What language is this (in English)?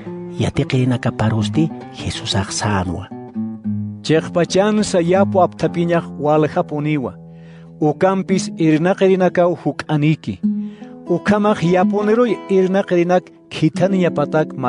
Aymara